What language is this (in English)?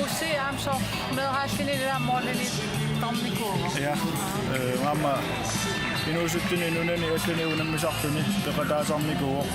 Kalaallisut